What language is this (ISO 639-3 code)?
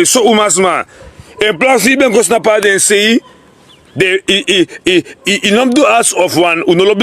srn